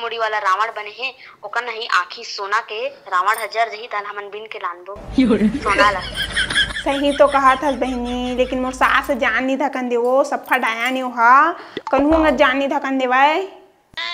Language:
Chhattisgarhi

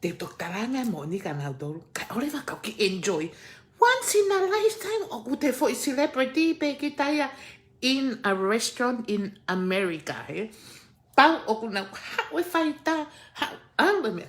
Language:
Tongan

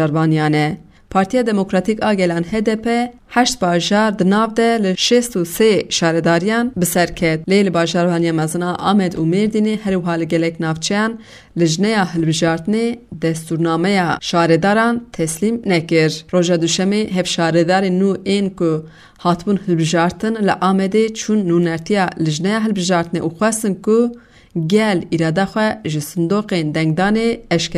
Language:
Kurdish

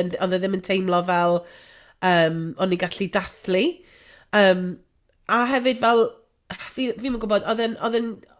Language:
Welsh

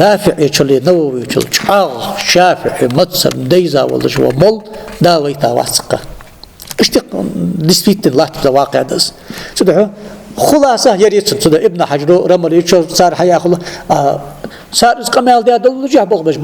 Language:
Ingush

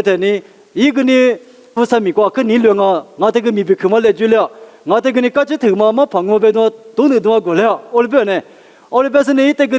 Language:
Lisu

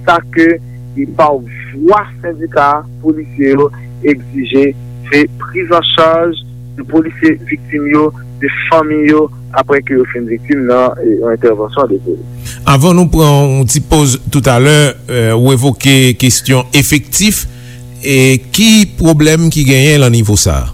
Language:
Haitian Creole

